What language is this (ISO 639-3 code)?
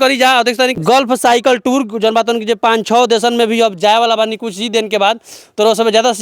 bho